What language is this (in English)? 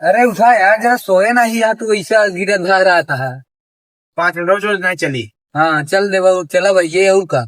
Awadhi